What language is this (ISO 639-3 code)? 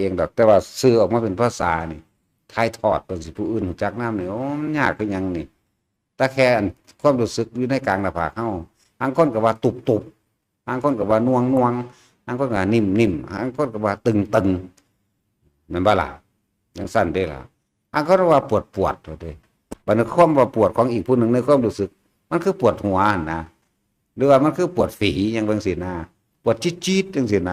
tts